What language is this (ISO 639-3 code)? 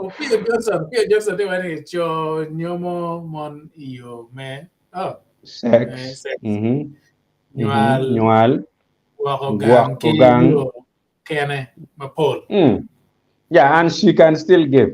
ach